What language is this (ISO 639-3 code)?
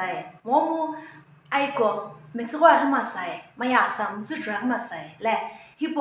nsm